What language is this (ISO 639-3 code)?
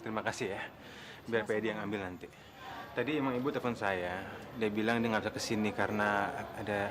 bew